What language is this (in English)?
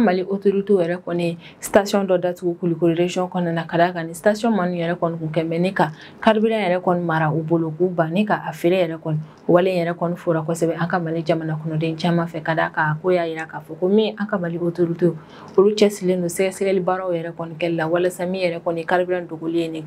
Bambara